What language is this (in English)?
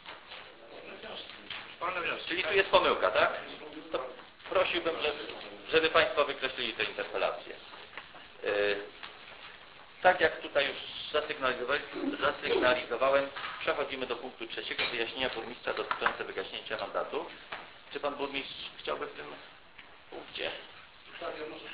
Polish